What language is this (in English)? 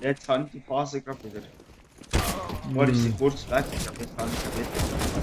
Swiss German